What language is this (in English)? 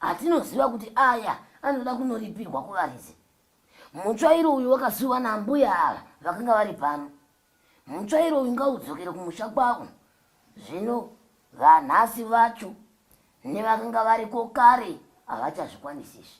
Shona